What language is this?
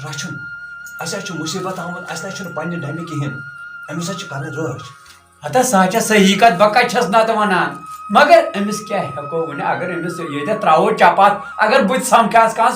Kashmiri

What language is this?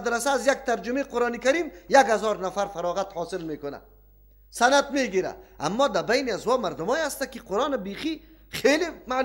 Persian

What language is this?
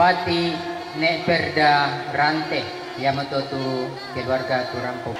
Toraja-Sa'dan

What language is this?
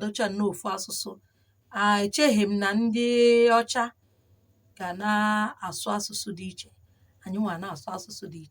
Igbo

